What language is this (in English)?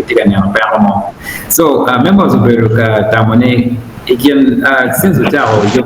Acoli